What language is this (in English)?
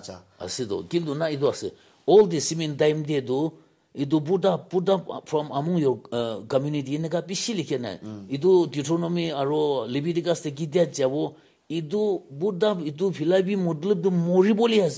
Naga Pidgin